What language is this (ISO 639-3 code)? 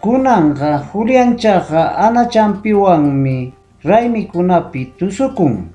quy